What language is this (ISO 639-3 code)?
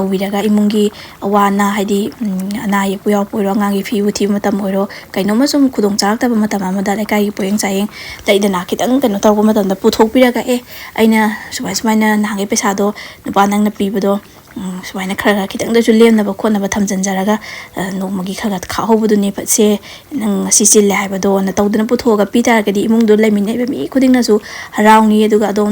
mni